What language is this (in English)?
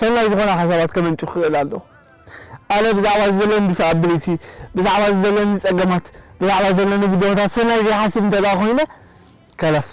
Tigrinya